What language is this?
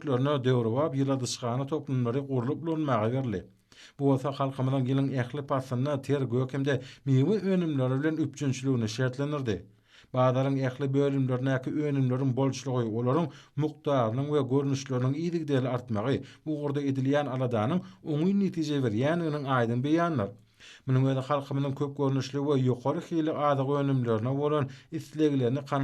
Turkmen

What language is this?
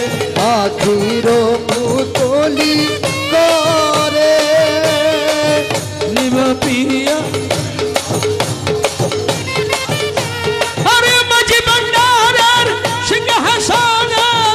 Bangla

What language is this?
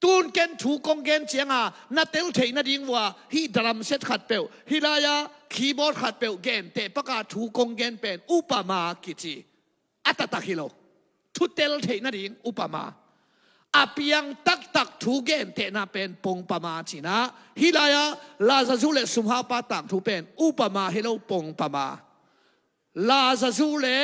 Tedim Chin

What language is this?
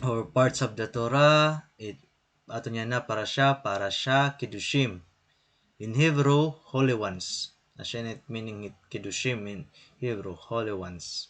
Waray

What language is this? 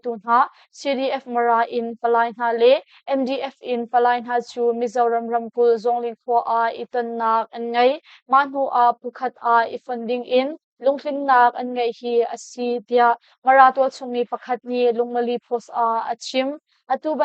Hakha Chin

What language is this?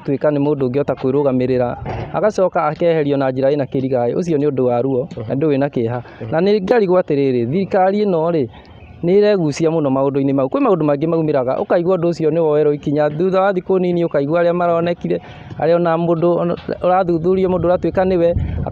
Kikuyu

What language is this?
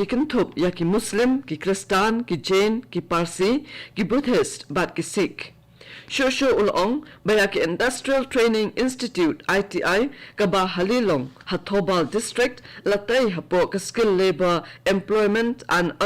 Khasi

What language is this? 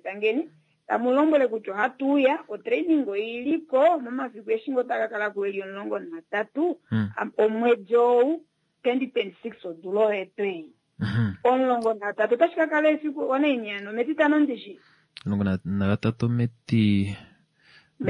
Kuanyama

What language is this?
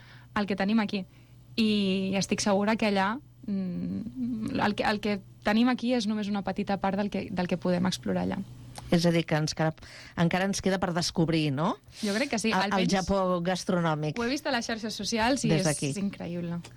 Catalan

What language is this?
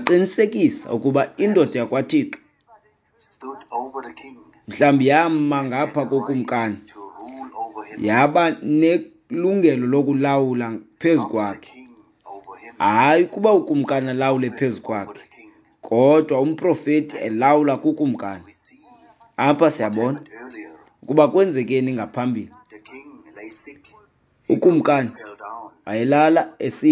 Xhosa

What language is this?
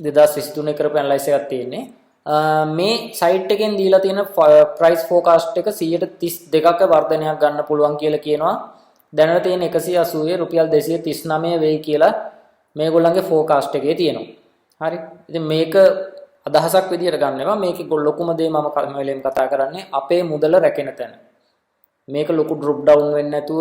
Sinhala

